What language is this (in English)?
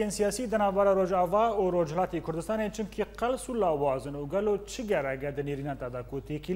Kurdish